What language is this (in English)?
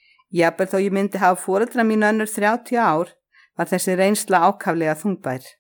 Icelandic